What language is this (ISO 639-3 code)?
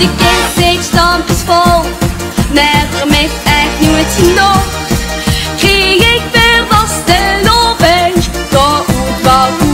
lim